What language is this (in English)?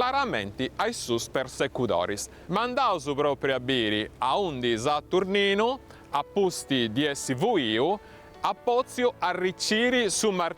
Sardinian